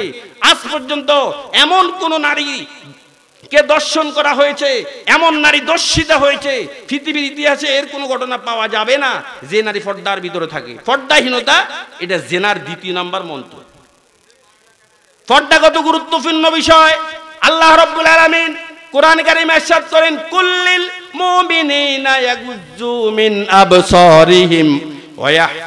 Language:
Bangla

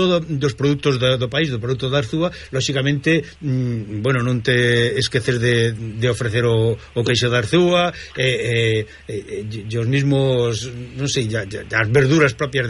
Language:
Galician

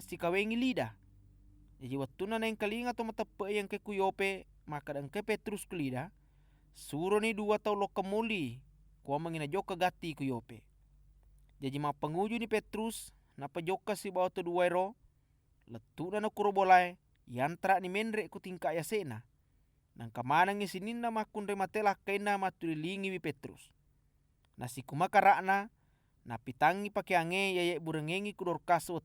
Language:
Buginese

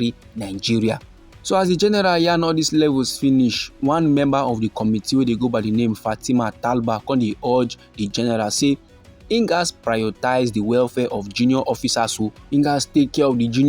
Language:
Nigerian Pidgin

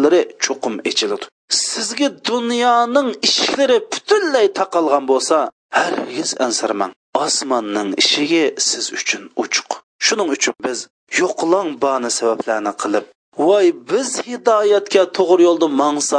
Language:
Uyghur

